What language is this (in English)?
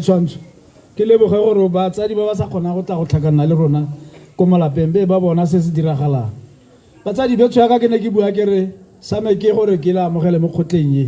Tswana